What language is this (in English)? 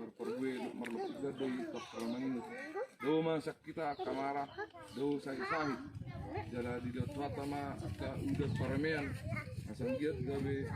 Batak Toba